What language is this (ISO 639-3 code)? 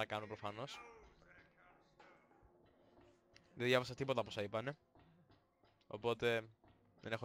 ell